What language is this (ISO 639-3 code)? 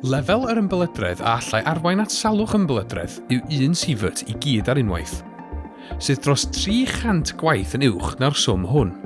cym